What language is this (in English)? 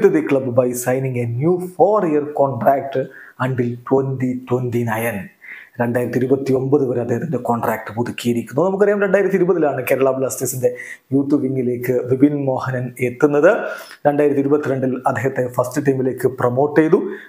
Malayalam